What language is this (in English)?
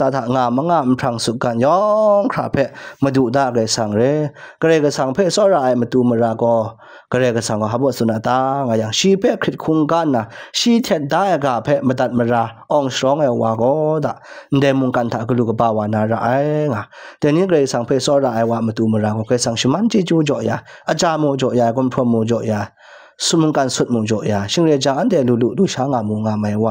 Kachin